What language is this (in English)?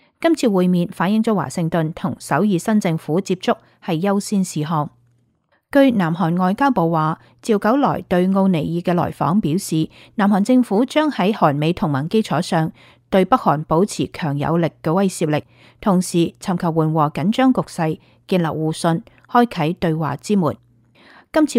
Cantonese